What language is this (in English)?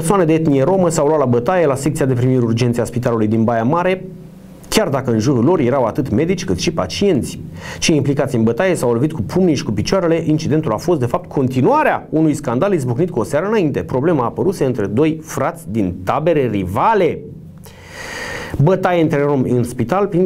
Romanian